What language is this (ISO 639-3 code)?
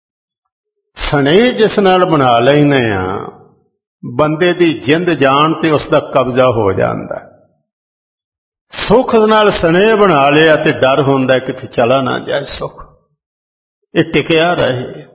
pan